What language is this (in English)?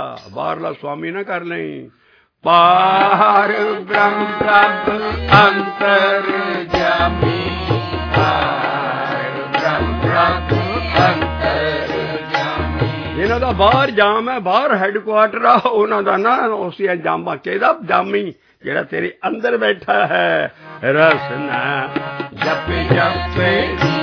Punjabi